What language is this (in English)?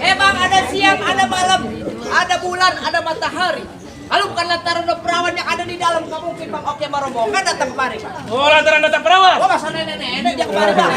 Betawi